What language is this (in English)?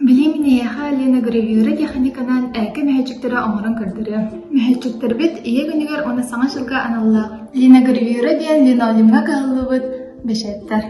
Yakut